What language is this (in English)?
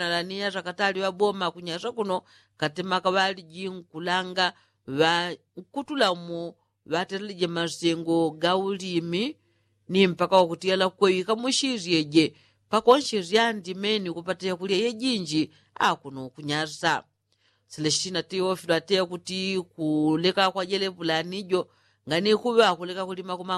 Yao